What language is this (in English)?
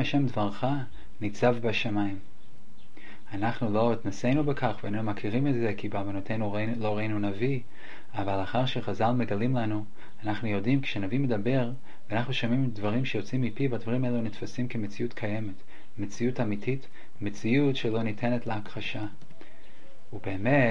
Hebrew